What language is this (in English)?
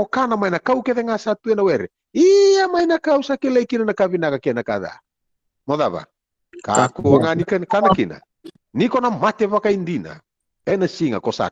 Fijian